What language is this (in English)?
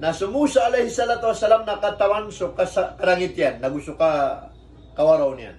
Maranao